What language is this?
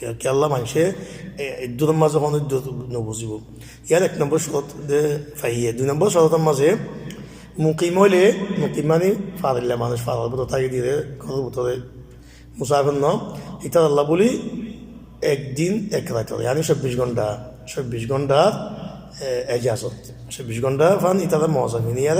Rohingya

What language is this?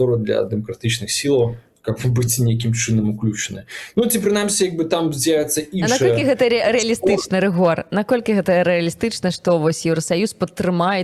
Belarusian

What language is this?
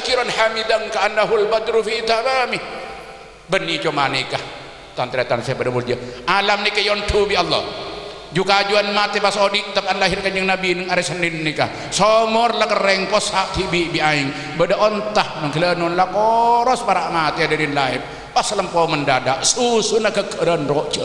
Madurese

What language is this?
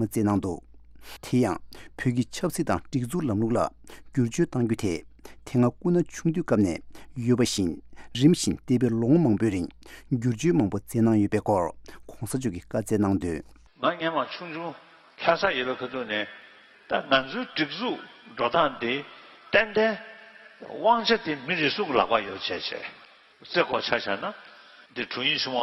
Tibetan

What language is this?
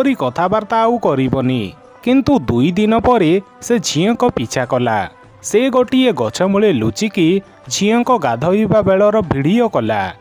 Odia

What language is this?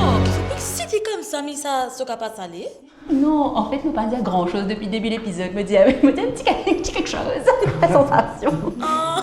Morisyen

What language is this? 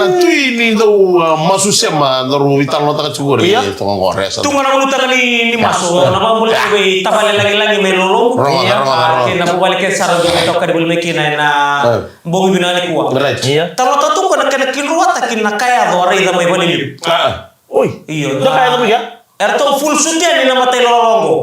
Fijian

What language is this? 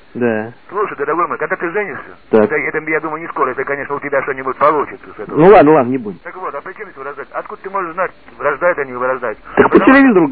Russian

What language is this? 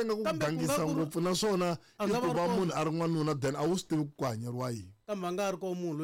Tsonga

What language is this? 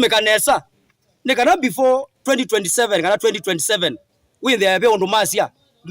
Kamba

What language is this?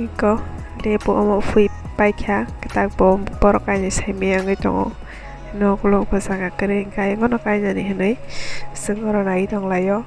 Kok Borok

